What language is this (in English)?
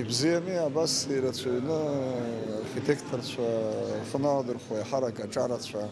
Abkhazian